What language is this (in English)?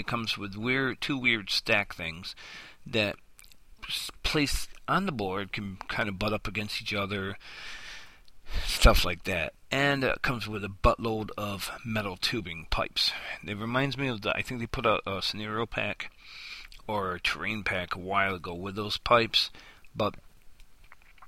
English